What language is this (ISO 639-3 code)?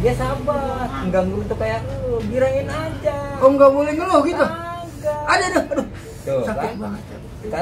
bew